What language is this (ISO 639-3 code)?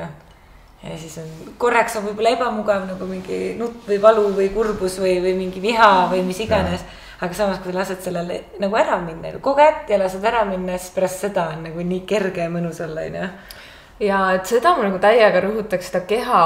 est